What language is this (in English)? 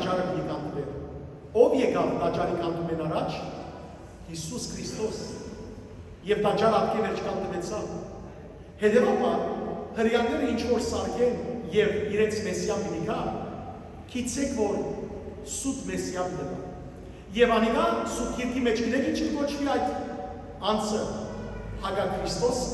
Western Armenian